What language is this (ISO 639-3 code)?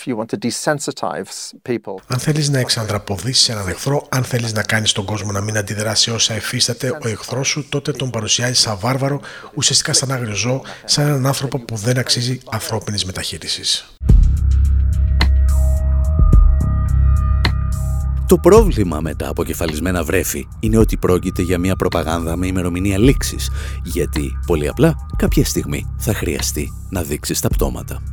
ell